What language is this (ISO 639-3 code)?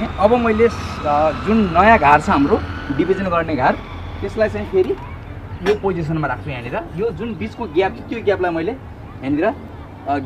nep